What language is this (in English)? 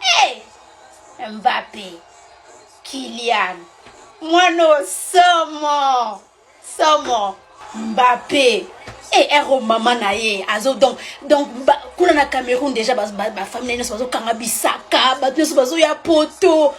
Lingala